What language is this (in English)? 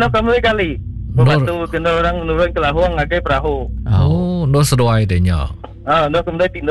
Iban